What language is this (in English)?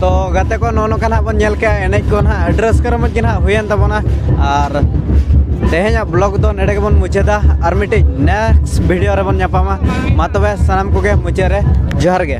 Santali